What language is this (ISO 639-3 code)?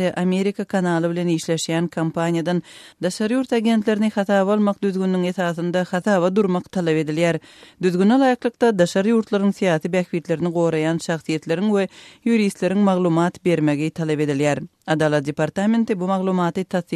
tuk